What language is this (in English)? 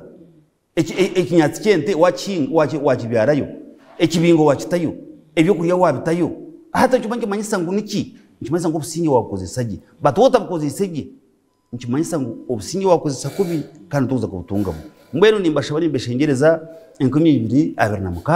Nyankole